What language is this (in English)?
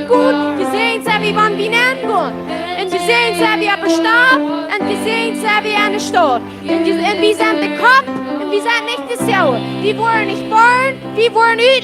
Plautdietsch